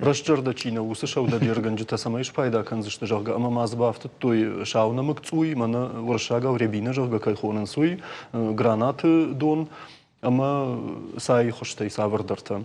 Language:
Ossetic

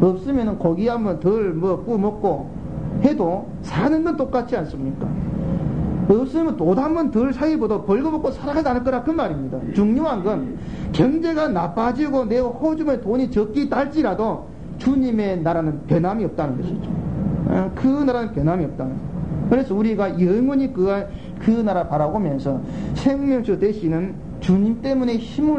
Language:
Korean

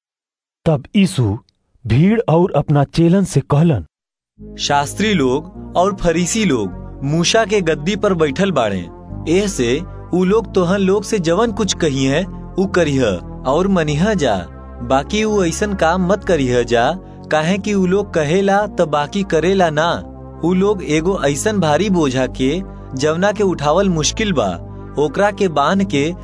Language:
Bhojpuri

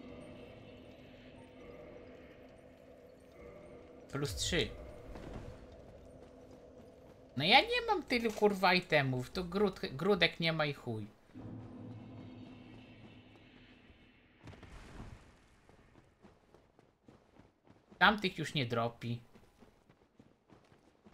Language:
Polish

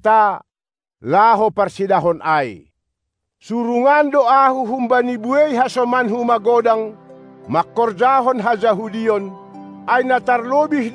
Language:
Batak Simalungun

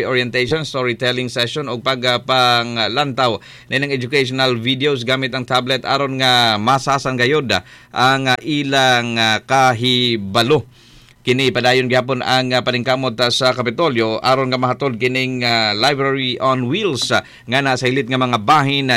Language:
Cebuano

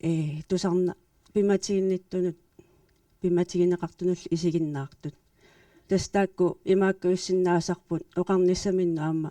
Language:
Kalaallisut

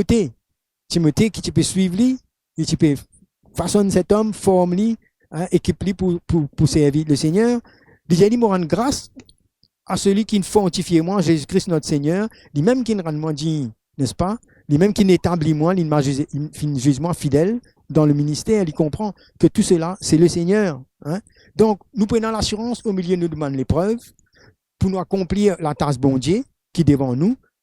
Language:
Morisyen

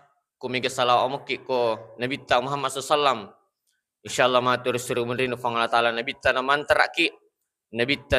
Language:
Buginese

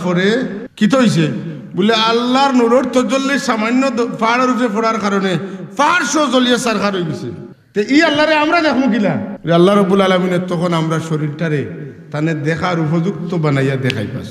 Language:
Sylheti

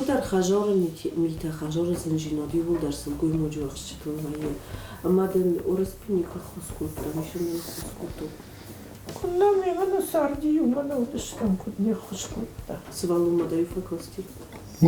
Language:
Ossetic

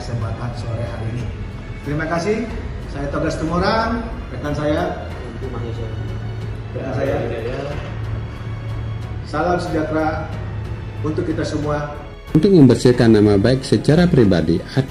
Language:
Indonesian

